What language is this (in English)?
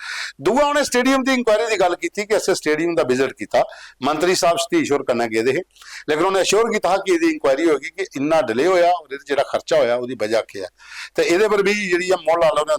Dogri